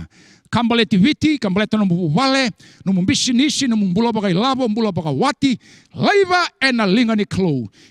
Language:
Fijian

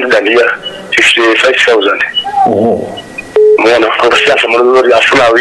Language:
Nyanja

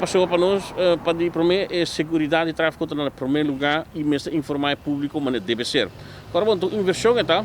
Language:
Papiamento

